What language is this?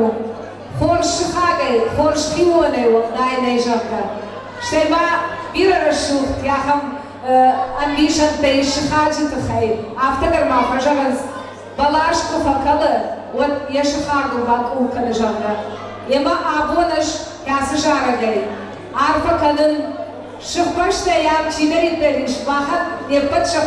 Ossetic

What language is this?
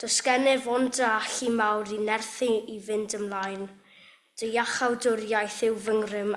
Welsh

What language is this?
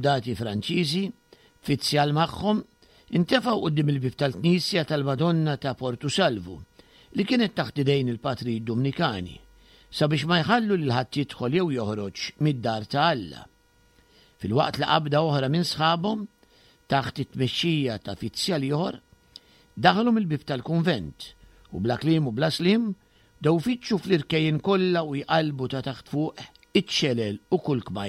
Maltese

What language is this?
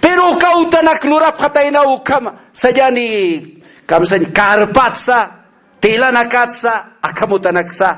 Aymara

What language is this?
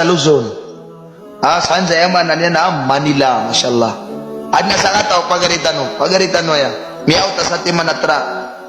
Maranao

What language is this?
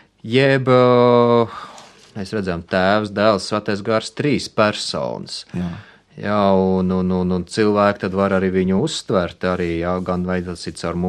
Latvian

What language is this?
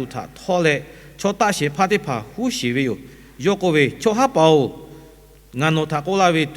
Lahu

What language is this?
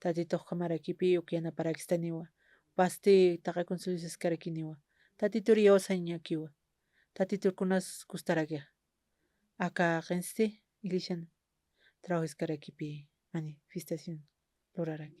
Aymara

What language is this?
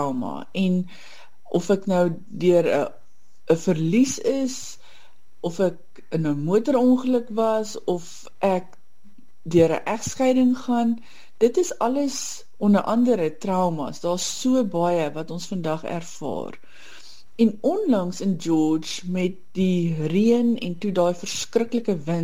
Afrikaans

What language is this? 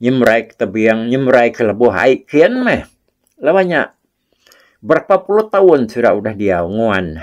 Iban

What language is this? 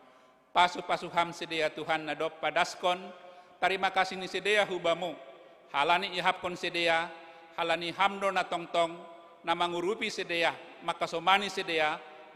Batak Simalungun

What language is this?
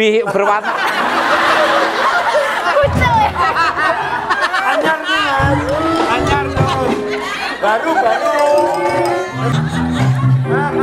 Indonesian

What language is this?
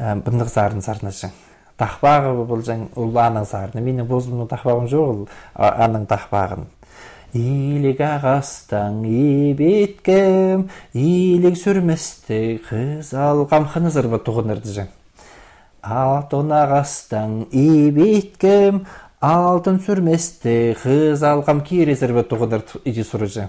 Khakas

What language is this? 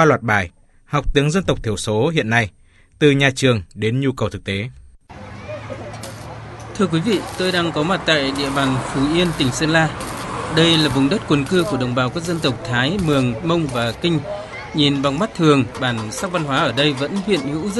Vietnamese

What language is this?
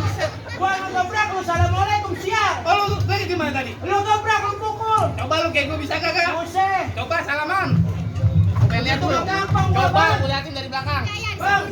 Betawi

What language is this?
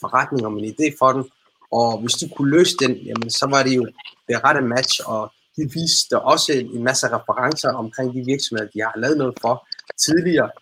Danish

